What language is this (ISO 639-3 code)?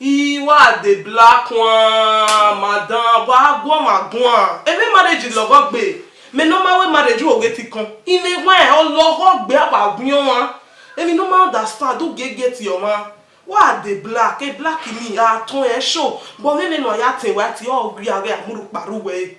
bin